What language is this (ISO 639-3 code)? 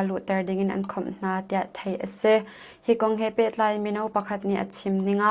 cnh